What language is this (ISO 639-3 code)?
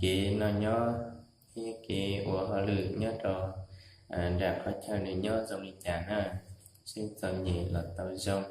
hmn